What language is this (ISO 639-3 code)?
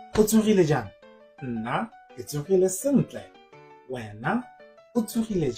tsn